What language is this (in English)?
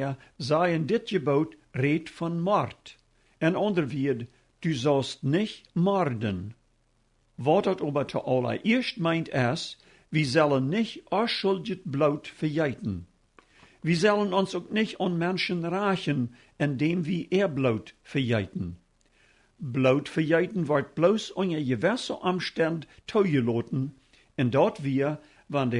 Plautdietsch